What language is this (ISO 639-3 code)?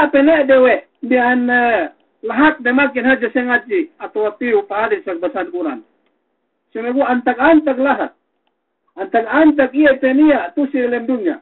yka